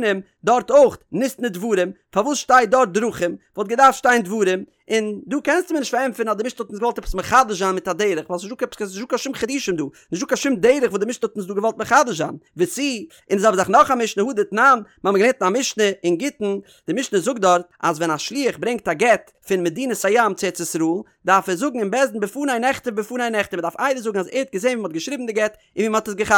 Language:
Yiddish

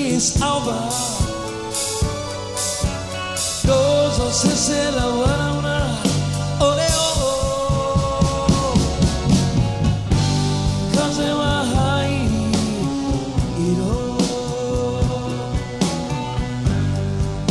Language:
Japanese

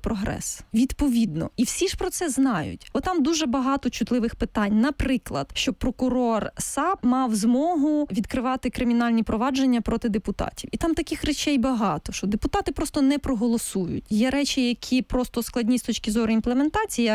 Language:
Ukrainian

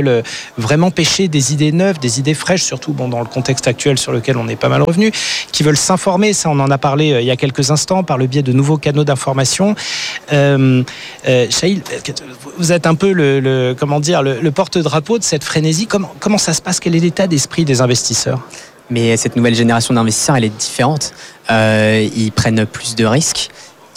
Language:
French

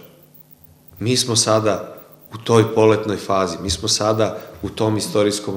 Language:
Serbian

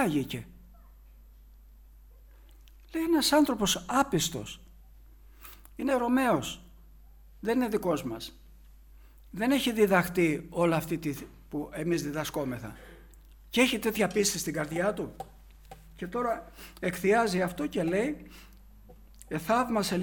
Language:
Greek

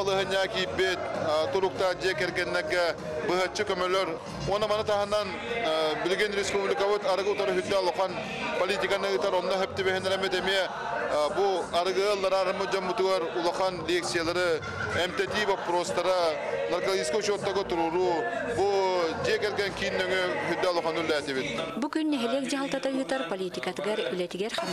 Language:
Yakut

